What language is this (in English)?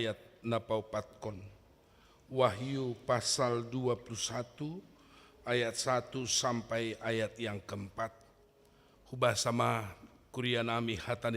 Batak Simalungun